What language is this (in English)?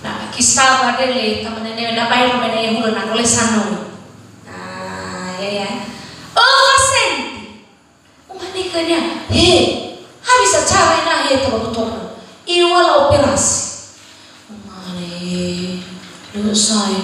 Nias